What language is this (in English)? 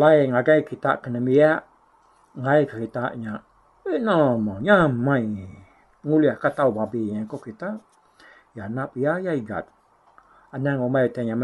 Iban